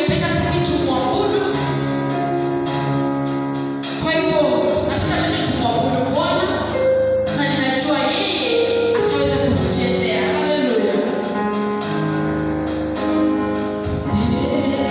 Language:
Swahili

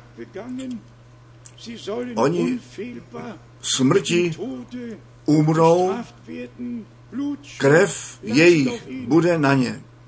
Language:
Czech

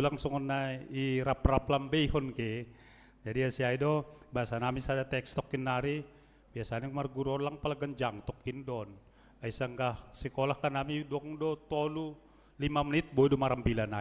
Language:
Batak Simalungun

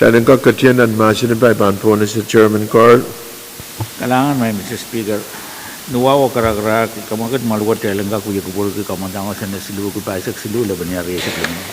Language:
Pohnpeian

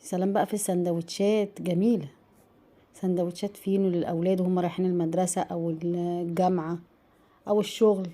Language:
Egyptian Arabic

